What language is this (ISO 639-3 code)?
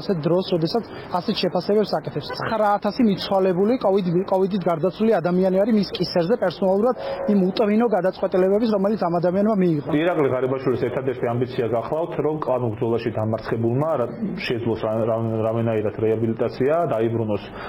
kat